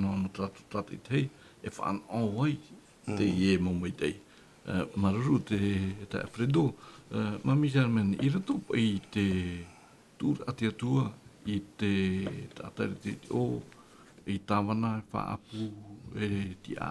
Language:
Tahitian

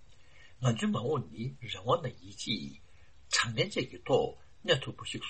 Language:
Tibetan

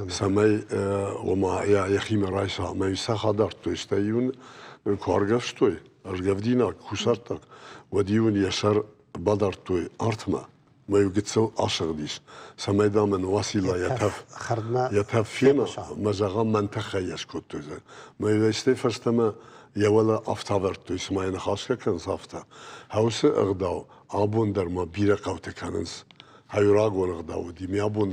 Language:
Ossetic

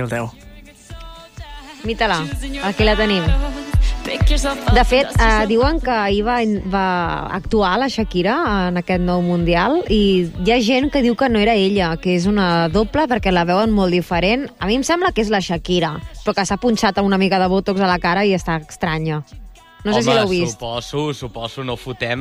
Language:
Catalan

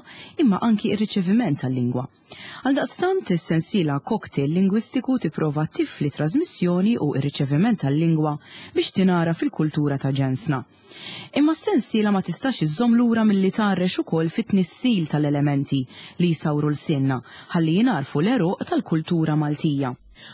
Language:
Maltese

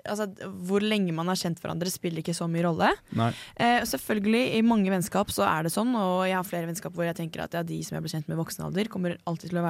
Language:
Norwegian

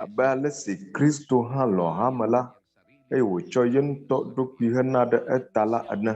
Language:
Ewe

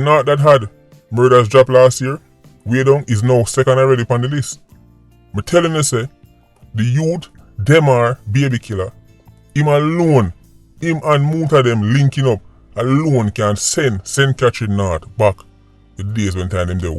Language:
Jamaican Creole English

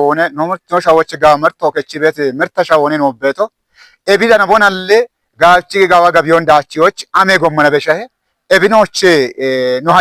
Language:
Kafa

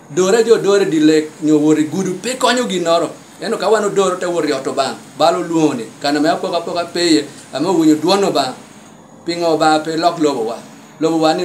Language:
Lango (Uganda)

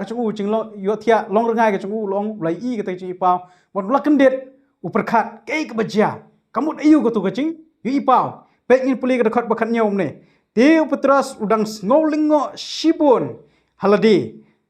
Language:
Khasi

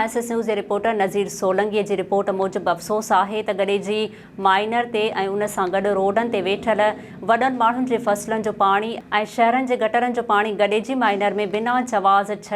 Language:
Sindhi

